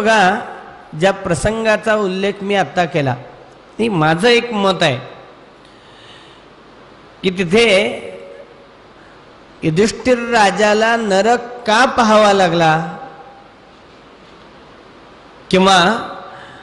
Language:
Marathi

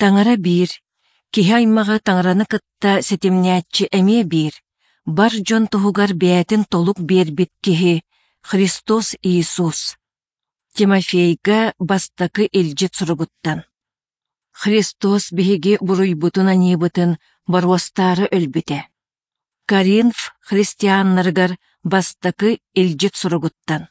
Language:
Yakut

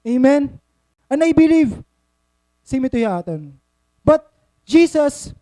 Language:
Waray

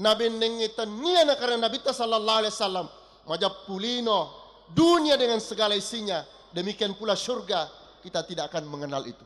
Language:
Buginese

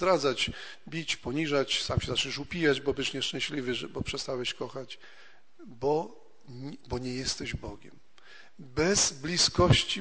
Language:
Polish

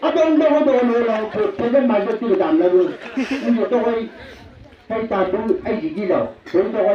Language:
Chang Naga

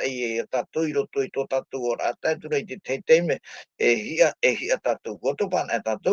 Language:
Tahitian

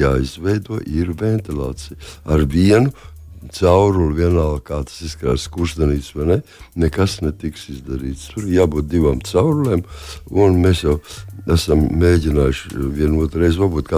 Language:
Latvian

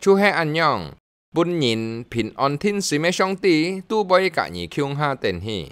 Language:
Hakka Chinese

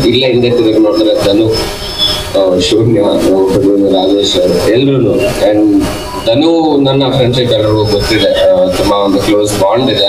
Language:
Kannada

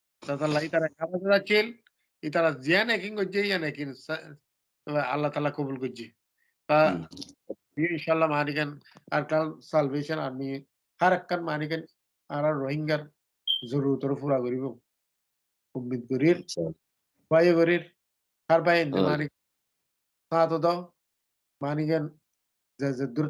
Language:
Rohingya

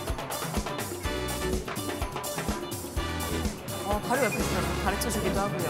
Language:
Korean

